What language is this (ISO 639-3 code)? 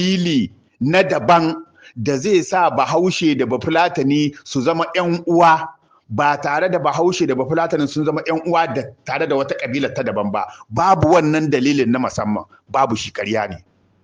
hau